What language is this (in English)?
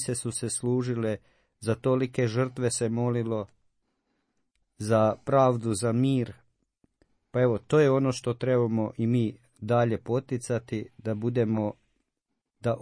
Croatian